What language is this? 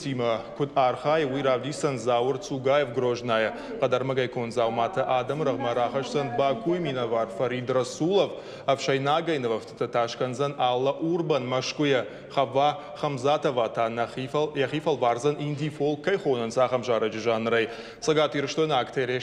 Ossetic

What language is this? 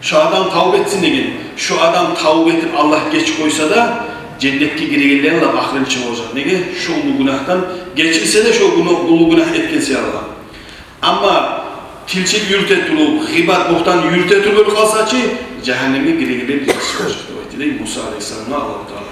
Kumyk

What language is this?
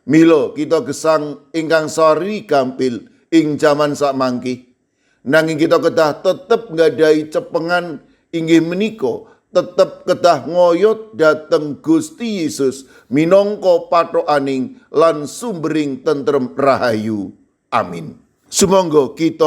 Javanese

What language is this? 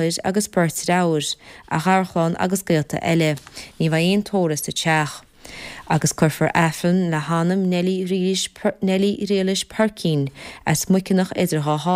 Irish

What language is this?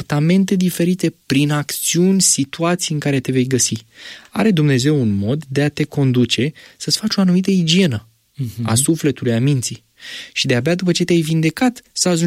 Romanian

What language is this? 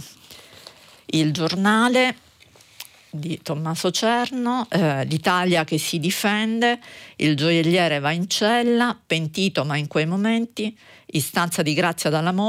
Italian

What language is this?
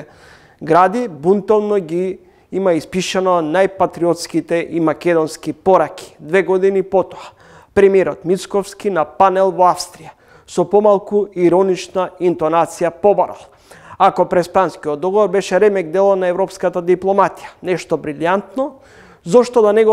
Macedonian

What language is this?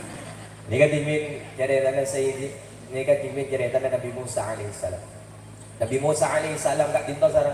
Madurese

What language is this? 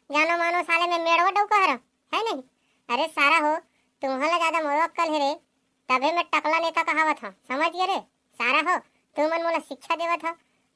Chhattisgarhi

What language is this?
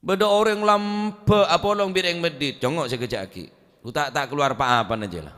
Madurese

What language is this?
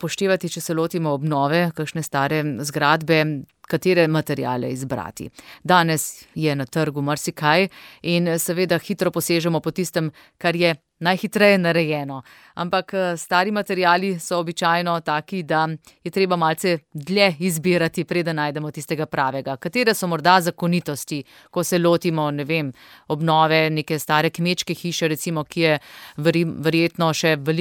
Slovenian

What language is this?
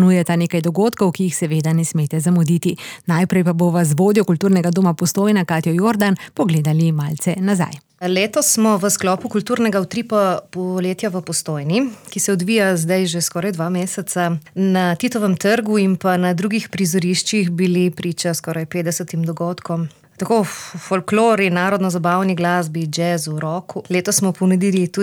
Slovenian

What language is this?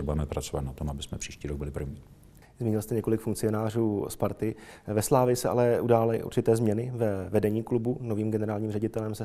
Czech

